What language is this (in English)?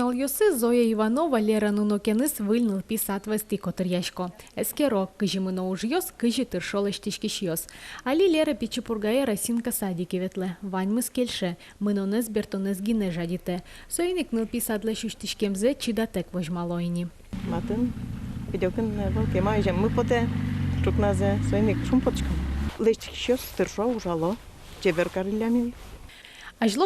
Udmurt